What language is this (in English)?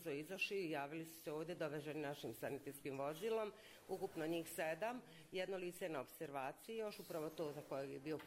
Bosnian